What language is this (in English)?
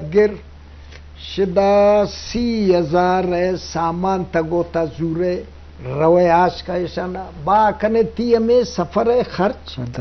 Eastern Balochi